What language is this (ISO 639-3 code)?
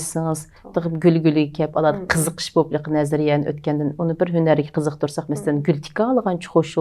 uig